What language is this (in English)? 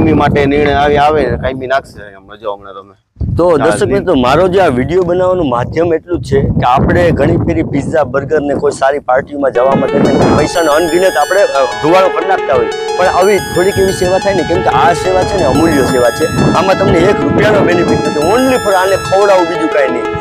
Gujarati